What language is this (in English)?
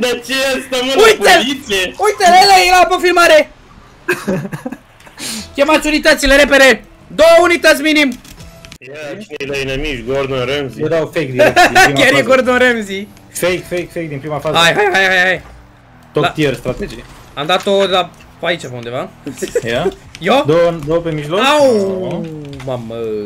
Romanian